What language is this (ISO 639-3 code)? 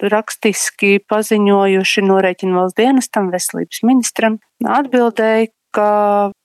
lav